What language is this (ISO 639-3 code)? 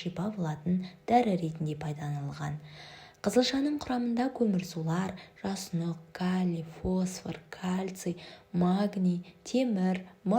kaz